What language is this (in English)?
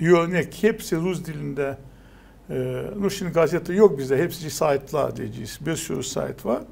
Gagauz